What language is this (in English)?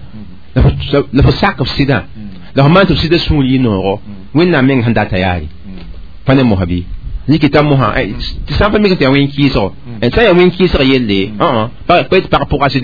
Mossi